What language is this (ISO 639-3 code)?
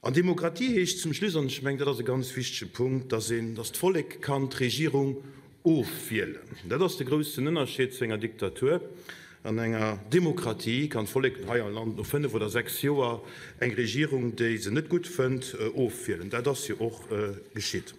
ltz